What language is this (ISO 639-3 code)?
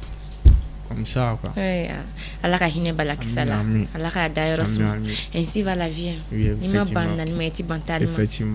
bam